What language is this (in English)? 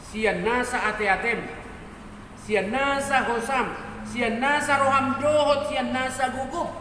Batak Toba